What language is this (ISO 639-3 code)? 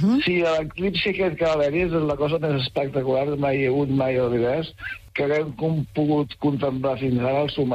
cat